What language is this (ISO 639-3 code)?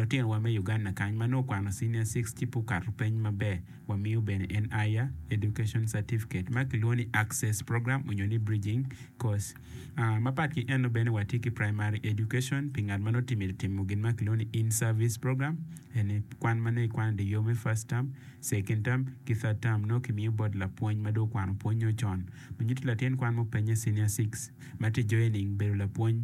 ach